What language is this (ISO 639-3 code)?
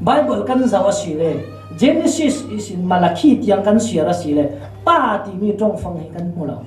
cfm